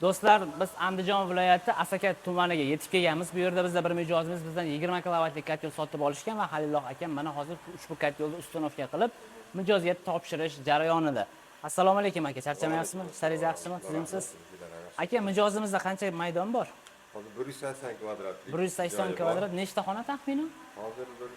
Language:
Uzbek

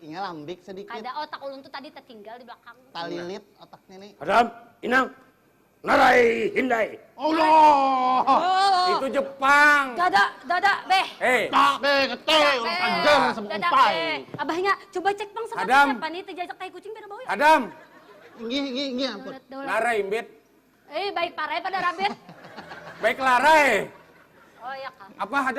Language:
Banjar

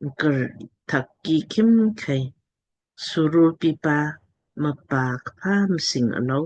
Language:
Lamkang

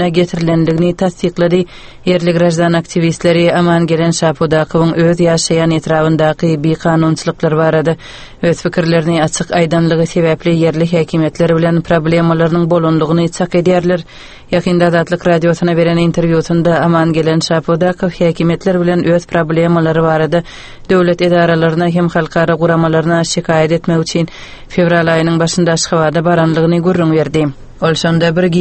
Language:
Turkmen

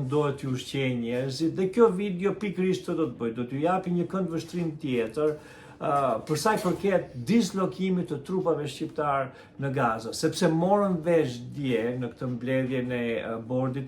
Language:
Albanian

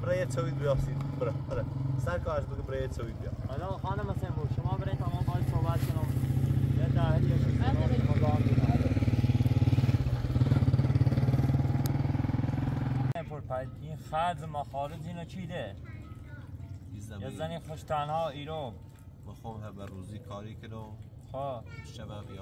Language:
Persian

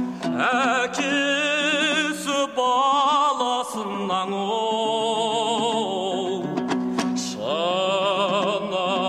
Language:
Kazakh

